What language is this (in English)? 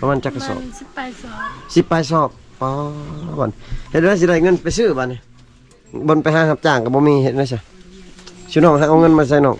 Lao